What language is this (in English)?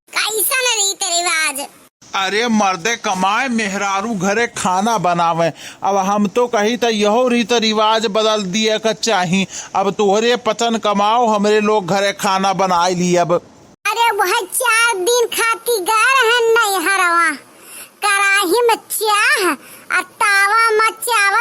Awadhi